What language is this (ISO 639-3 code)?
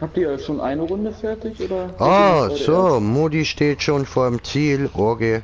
gsw